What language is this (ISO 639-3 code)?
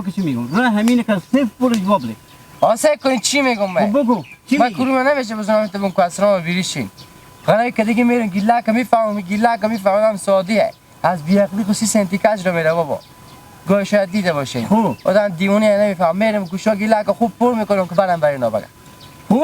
haz